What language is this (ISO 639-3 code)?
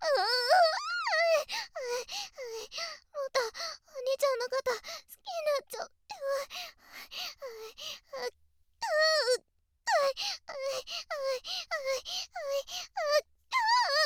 jpn